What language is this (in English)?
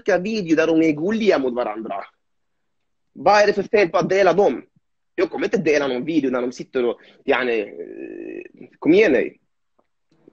Swedish